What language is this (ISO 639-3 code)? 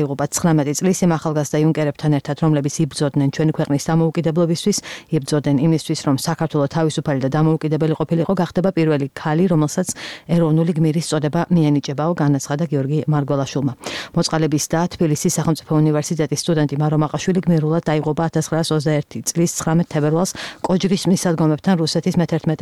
kat